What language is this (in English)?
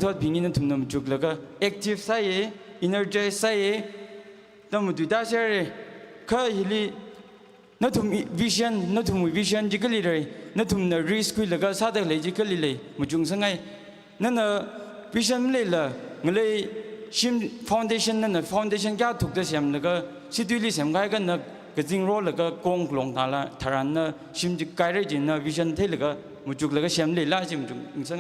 Tangkhul Naga (India)